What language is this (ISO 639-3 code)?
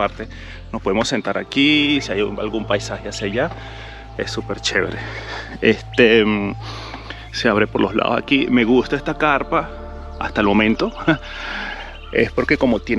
spa